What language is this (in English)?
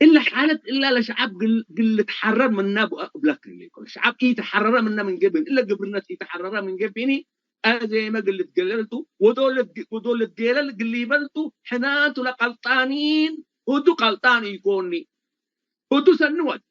Tigre